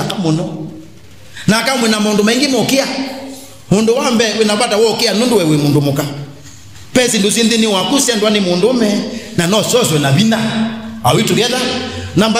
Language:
Kamba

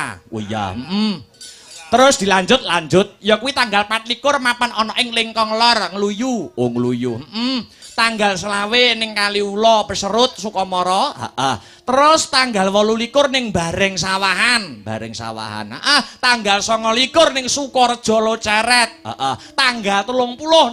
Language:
Javanese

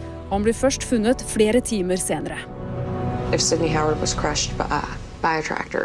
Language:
Norwegian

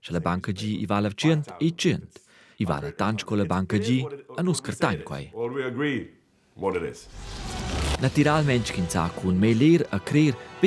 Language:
Romansh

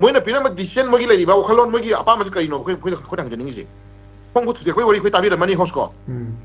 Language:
Manipuri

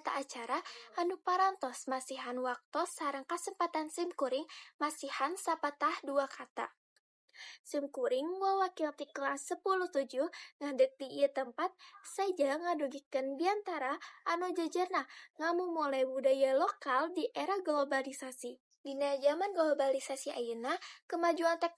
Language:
Sundanese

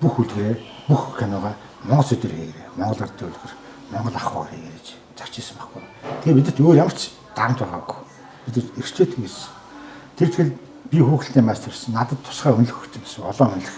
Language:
Mongolian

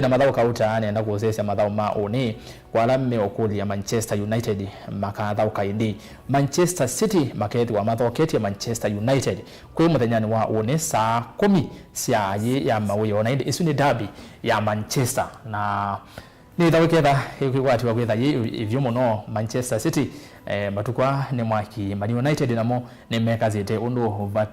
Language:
Kamba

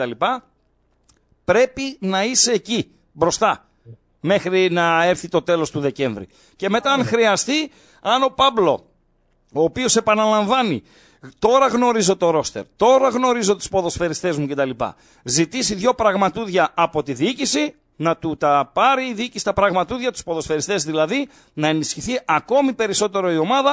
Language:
Greek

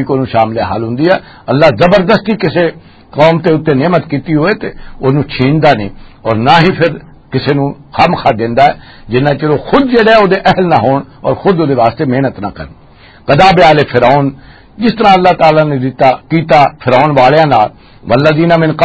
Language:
Western Panjabi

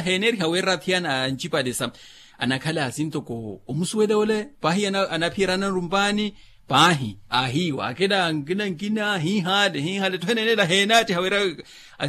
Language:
Makhuwa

